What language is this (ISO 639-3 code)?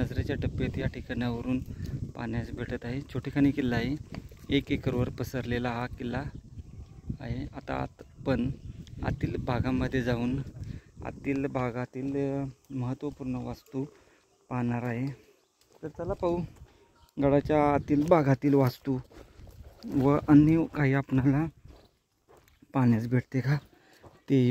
mar